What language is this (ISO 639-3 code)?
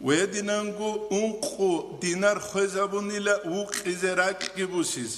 ava